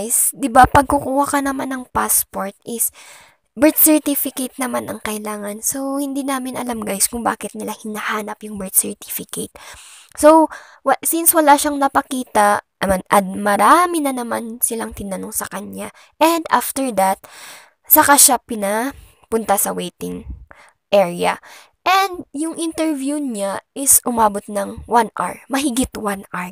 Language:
Filipino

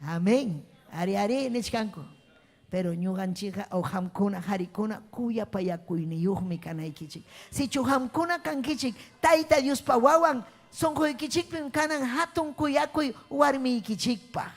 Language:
Ayacucho Quechua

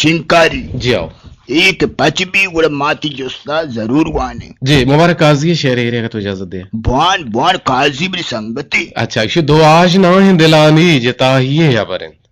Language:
Eastern Balochi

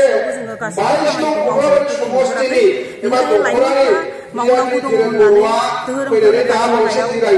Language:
Bodo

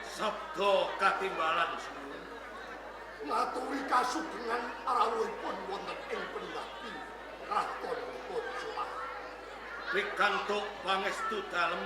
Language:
Javanese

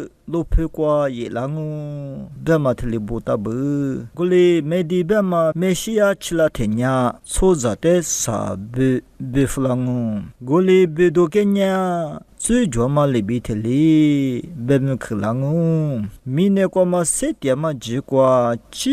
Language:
Lisu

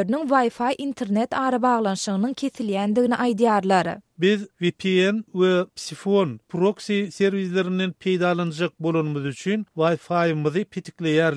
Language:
Turkmen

